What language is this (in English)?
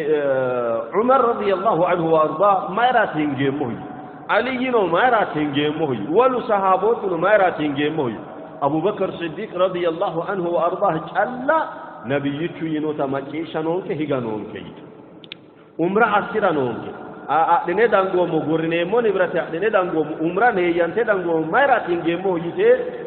Sidamo